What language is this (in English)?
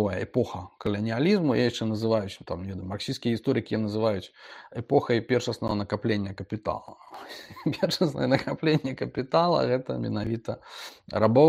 Belarusian